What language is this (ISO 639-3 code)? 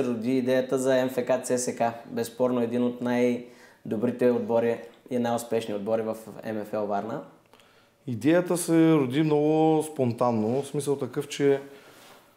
bul